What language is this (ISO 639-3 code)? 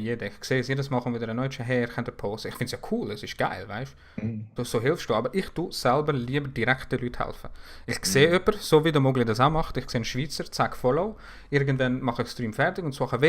gsw